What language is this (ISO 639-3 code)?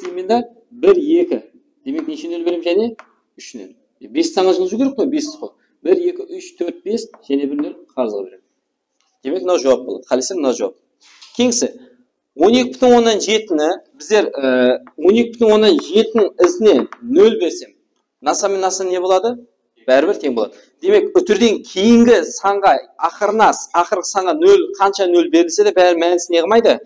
kaa